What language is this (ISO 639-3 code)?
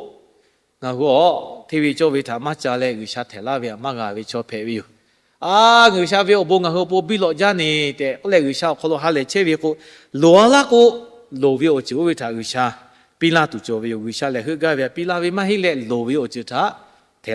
lhu